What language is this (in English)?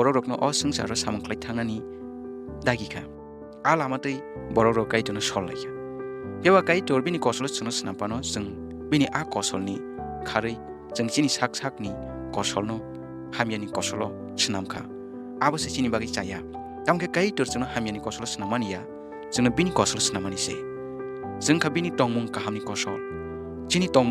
Kok Borok